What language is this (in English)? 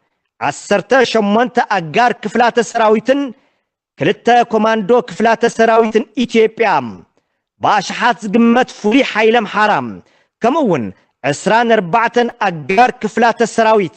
Tigrinya